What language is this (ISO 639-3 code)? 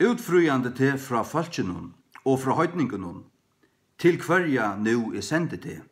fao